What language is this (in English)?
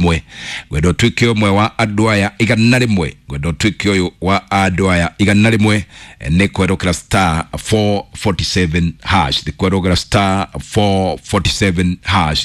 Kikuyu